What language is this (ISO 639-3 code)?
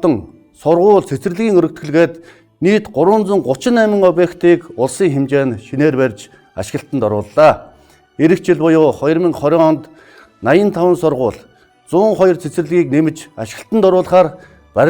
mon